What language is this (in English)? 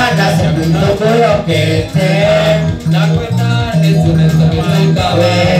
Swahili